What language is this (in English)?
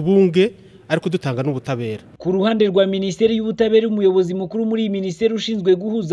Kinyarwanda